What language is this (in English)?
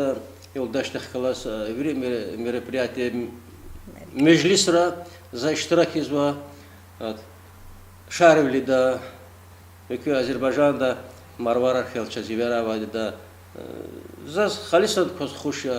Lezghian